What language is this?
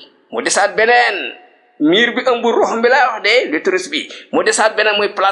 Wolof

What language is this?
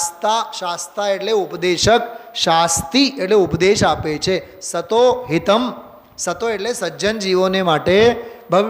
Gujarati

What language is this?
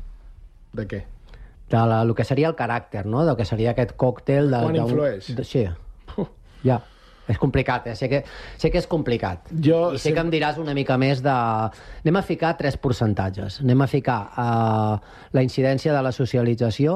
Catalan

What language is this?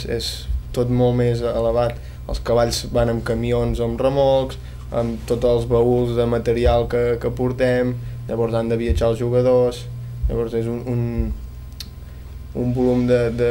Catalan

